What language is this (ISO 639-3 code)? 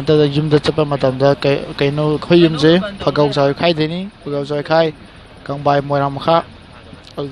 mni